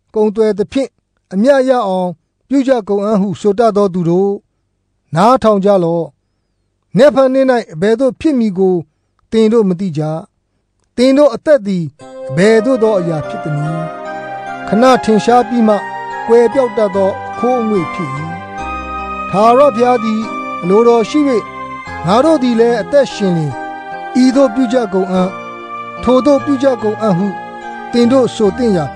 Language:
Burmese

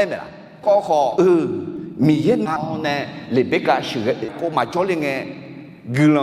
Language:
Akha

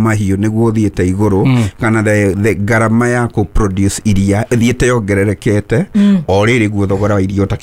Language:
Kikuyu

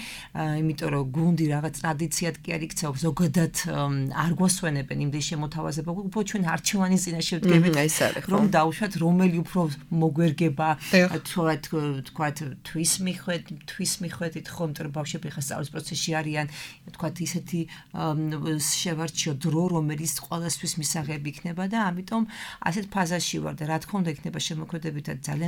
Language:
Georgian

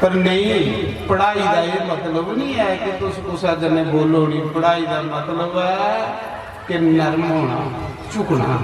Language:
Dogri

